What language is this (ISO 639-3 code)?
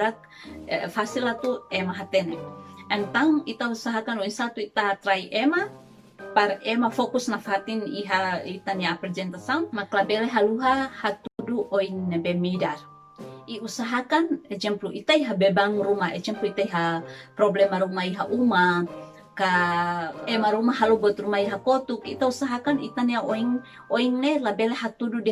tet